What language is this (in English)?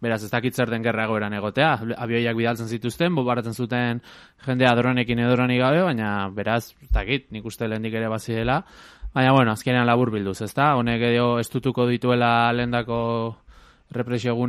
Basque